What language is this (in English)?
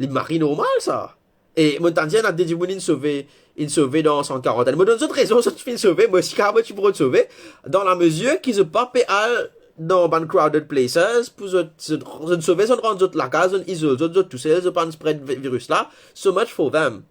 Morisyen